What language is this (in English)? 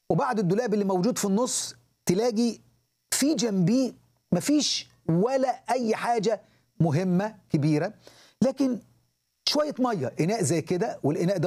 Egyptian Arabic